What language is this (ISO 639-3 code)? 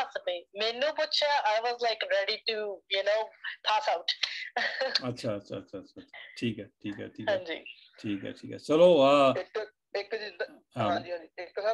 pan